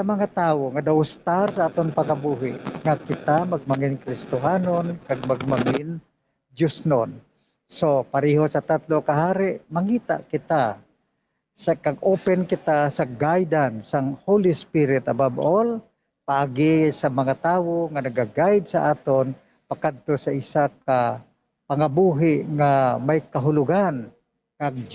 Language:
Hiligaynon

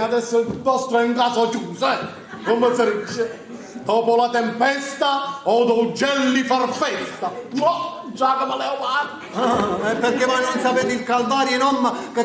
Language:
Neapolitan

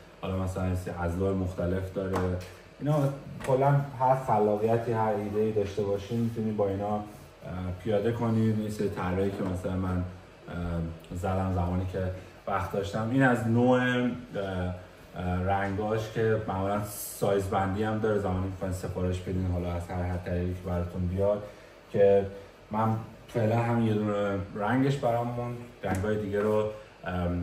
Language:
Persian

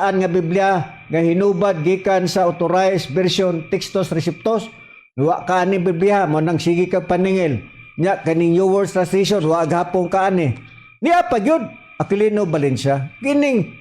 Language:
Cebuano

